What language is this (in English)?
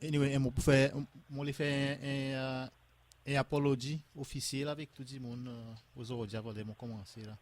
Seselwa Creole French